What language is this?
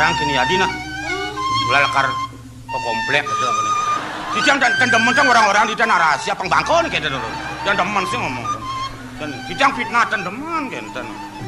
Balinese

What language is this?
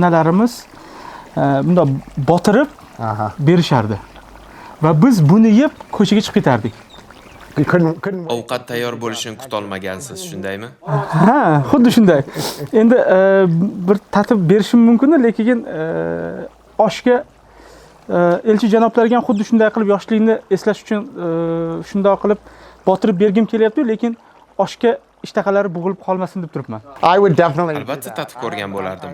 Uzbek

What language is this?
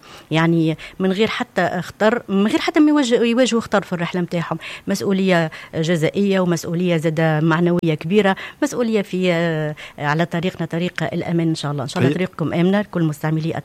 Tunisian Arabic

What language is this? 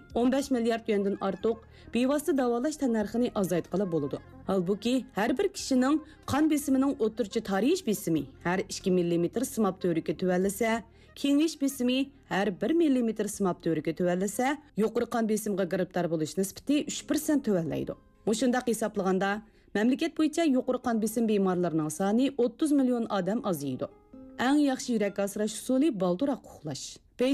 Uyghur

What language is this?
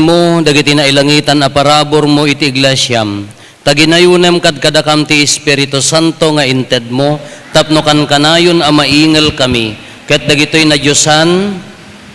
Iloko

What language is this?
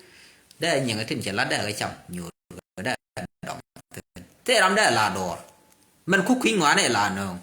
Nuer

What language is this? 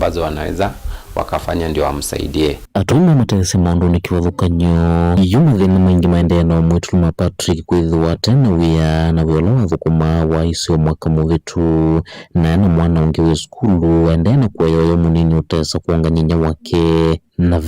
Kamba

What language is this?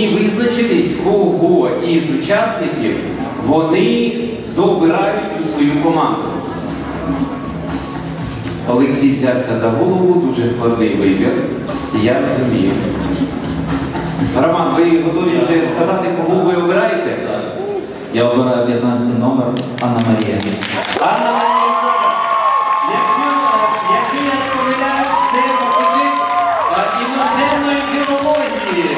Ukrainian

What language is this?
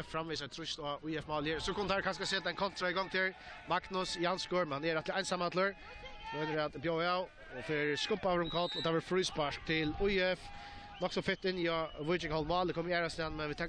Faroese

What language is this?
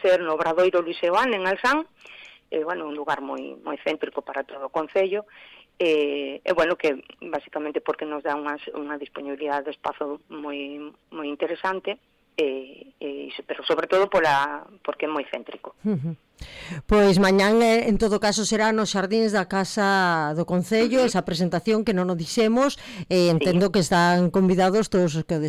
Galician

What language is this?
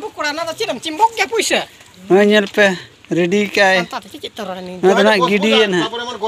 Santali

